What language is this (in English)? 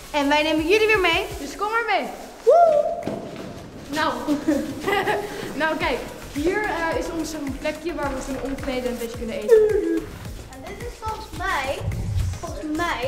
Dutch